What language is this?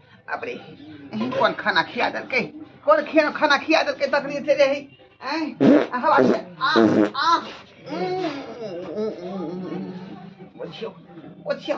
Maithili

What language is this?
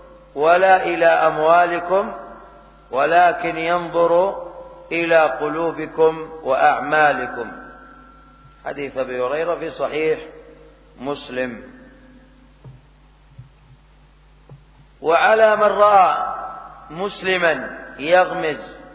Arabic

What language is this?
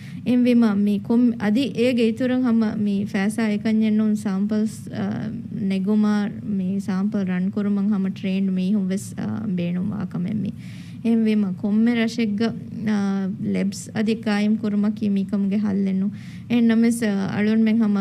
Divehi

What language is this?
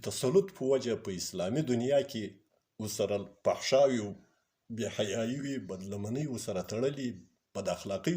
Pashto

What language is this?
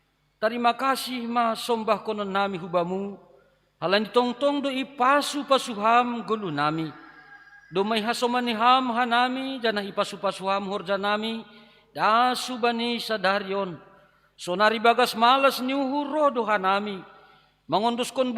Batak Simalungun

